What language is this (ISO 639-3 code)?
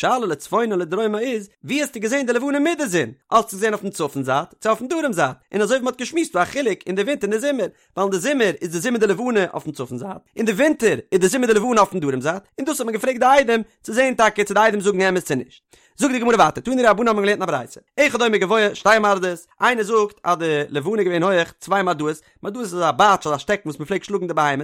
yid